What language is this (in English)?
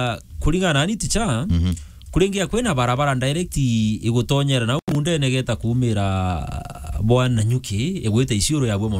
Meru